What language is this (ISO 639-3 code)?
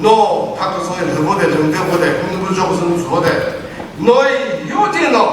nri